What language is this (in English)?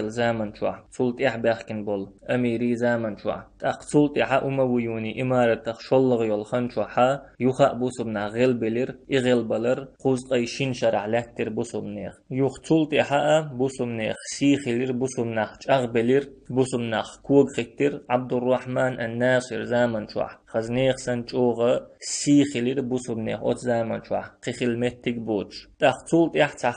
Chechen